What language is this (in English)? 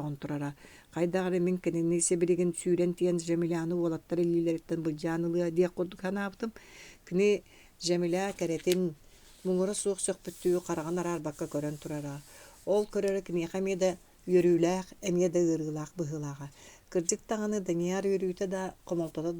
Yakut